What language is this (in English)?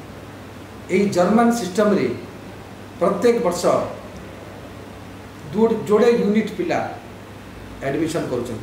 Odia